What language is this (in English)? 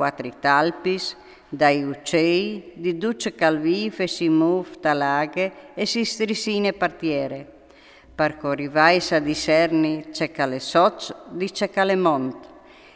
Friulian